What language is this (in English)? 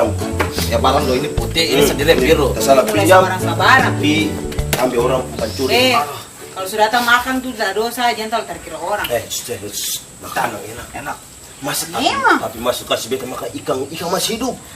Ambonese Malay